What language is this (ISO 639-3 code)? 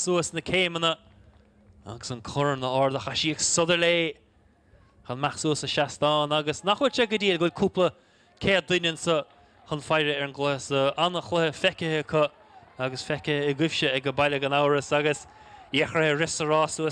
gle